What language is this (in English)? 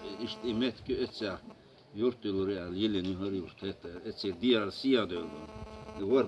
Chechen